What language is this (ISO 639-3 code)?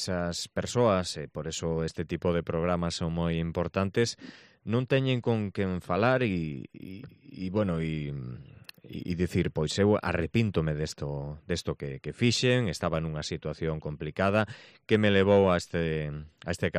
glg